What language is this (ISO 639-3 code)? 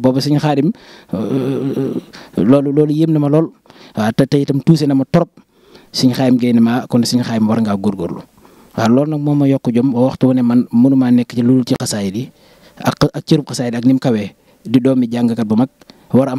wol